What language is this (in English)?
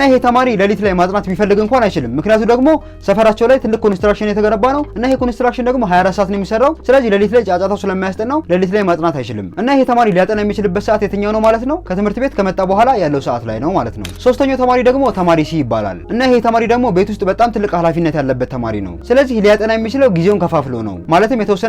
Amharic